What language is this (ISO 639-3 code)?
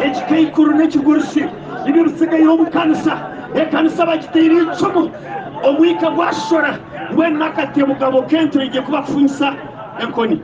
nyn